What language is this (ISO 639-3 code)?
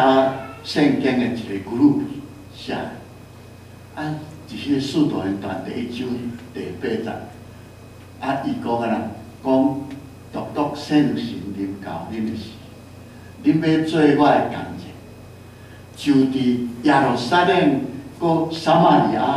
nan